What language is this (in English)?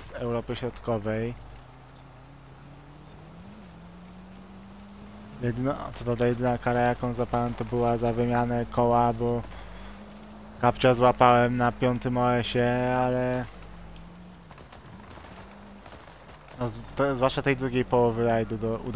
Polish